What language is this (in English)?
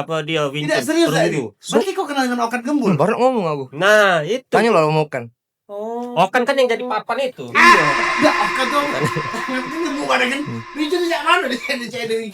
Musi